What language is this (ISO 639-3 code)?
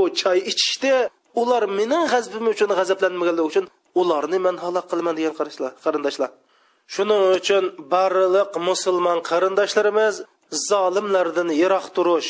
uig